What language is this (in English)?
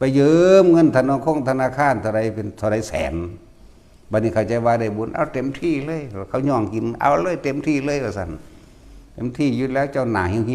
Northeastern Thai